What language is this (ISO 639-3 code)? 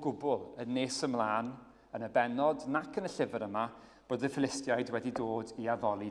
cym